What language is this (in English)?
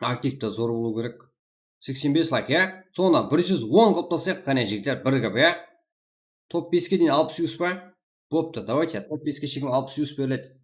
Kara-Kalpak